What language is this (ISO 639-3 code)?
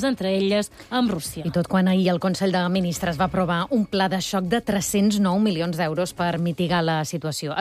cat